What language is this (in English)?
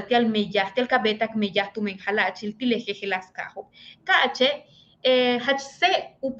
Yucateco